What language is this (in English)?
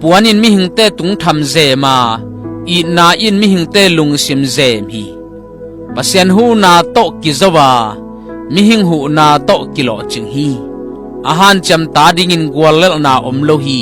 Tedim Chin